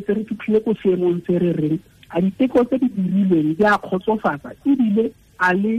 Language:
Tswana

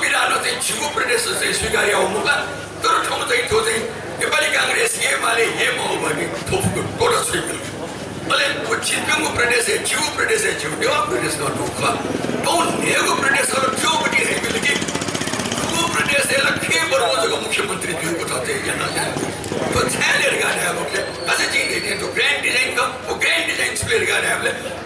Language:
Newari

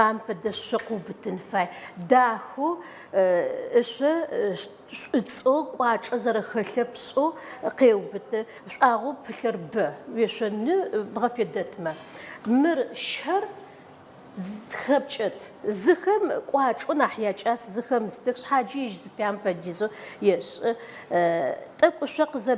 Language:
Adyghe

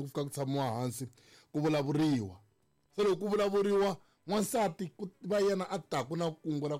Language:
Tsonga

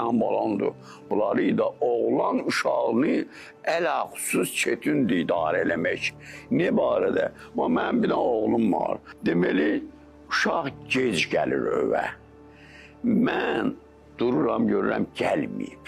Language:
Azerbaijani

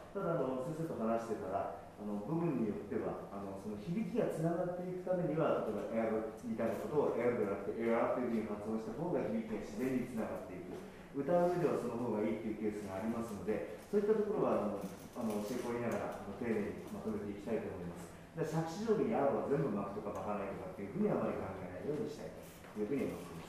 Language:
Japanese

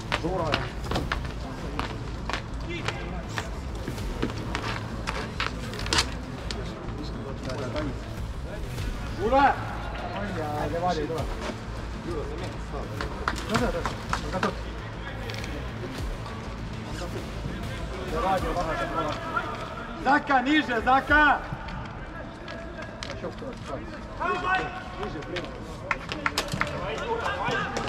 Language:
Estonian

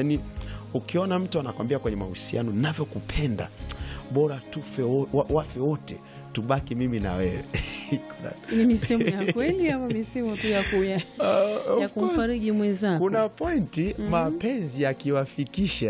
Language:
Swahili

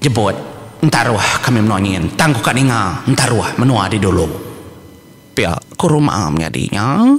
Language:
Iban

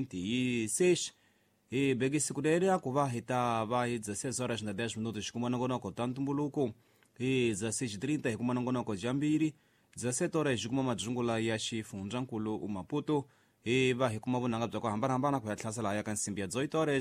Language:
Tsonga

